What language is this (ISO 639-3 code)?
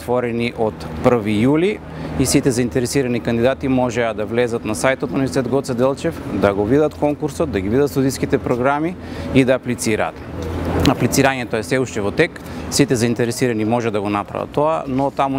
mkd